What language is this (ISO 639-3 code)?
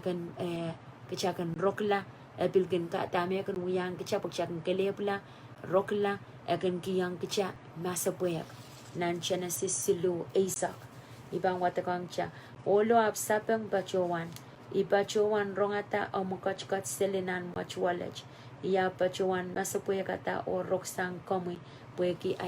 pon